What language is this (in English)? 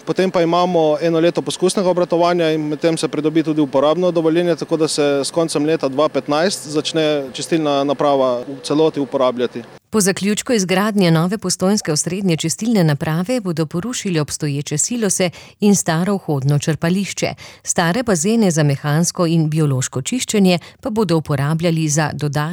Slovenian